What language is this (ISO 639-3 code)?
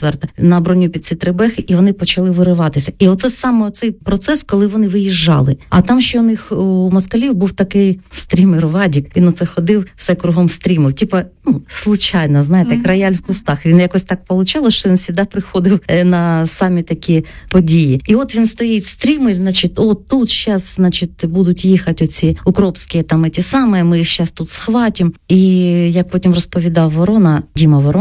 ukr